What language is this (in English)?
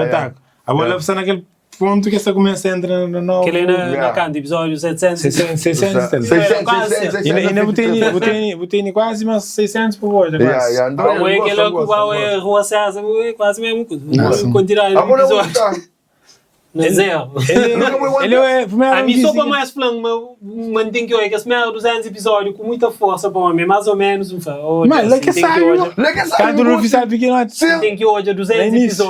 Kabuverdianu